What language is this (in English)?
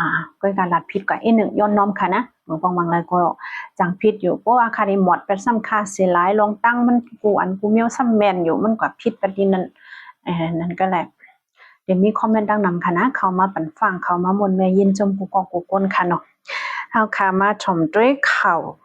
Shan